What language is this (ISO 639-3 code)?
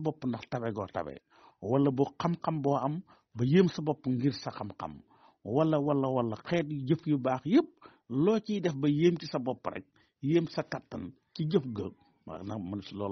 wol